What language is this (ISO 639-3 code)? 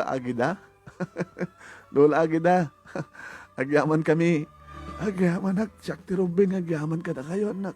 ilo